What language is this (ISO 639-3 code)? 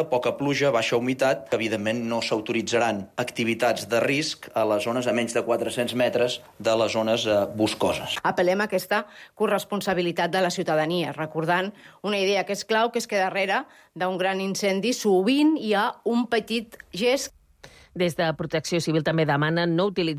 cat